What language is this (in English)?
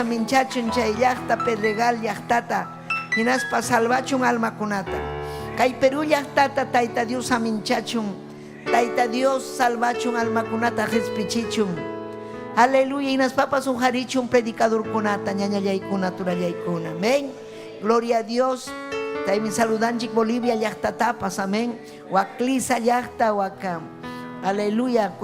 Ayacucho Quechua